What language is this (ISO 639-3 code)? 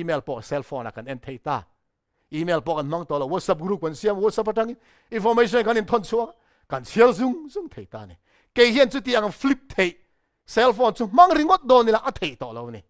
lus